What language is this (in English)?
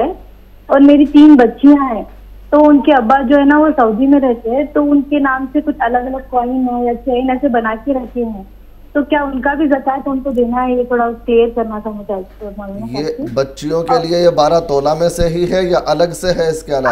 Urdu